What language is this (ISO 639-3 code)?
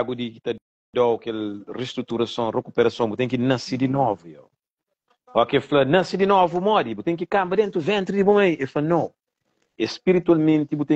kea